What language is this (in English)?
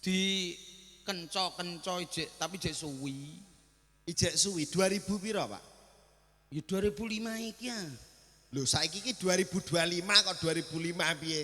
Javanese